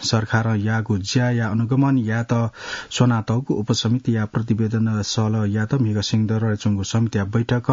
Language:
Newari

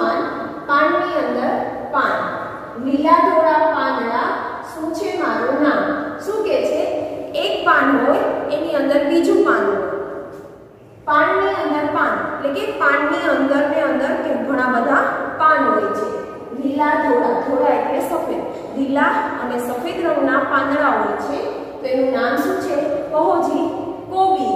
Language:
Gujarati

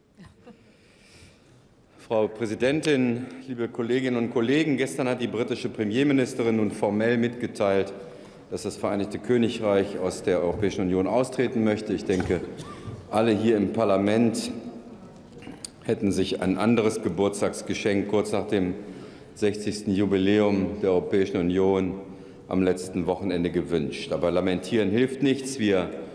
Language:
German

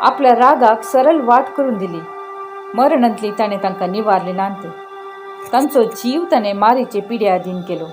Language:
Konkani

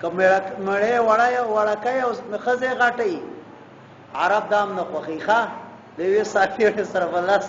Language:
Pashto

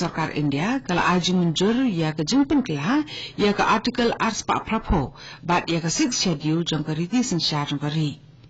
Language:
Khasi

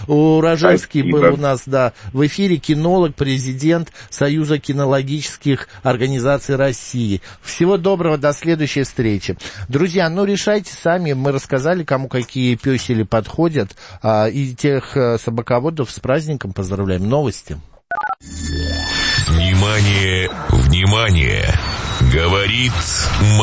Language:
Russian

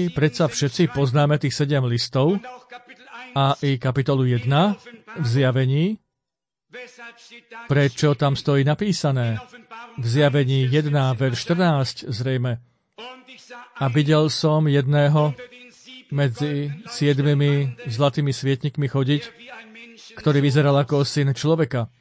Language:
Slovak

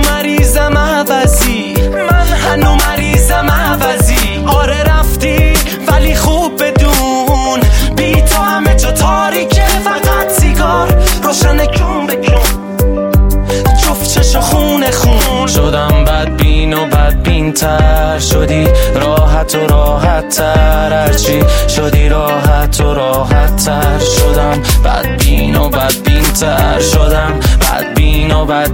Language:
Persian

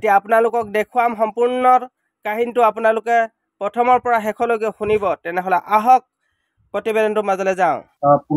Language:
Assamese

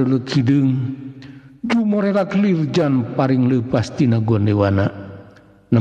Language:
Sundanese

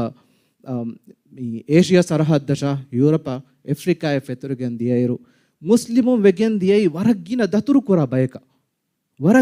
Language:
Divehi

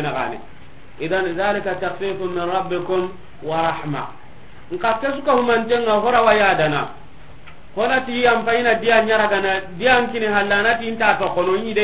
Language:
Soninke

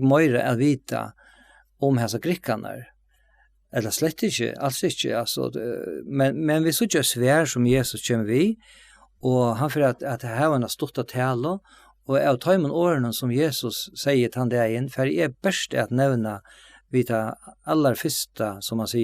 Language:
Faroese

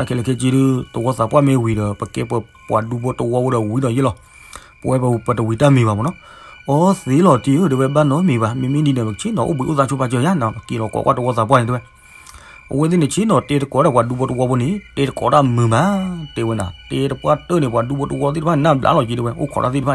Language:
S'gaw Karen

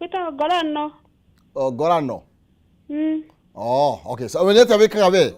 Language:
Kikuyu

